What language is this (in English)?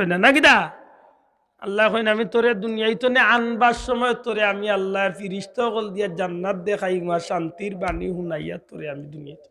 Sylheti